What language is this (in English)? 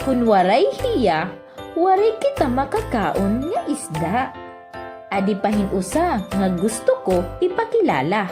Waray